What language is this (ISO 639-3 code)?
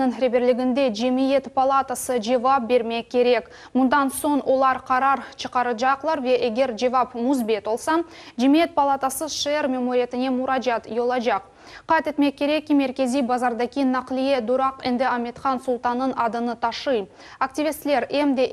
crh